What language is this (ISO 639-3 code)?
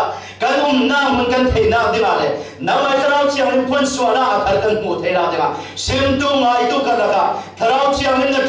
cfm